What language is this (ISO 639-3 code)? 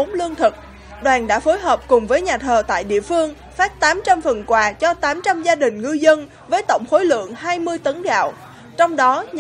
vie